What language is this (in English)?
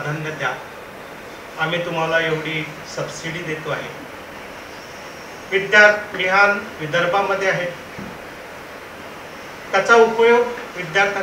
Marathi